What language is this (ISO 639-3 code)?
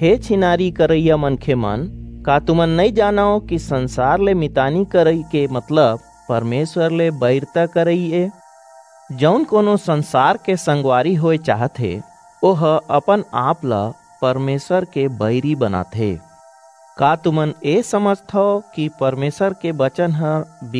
hne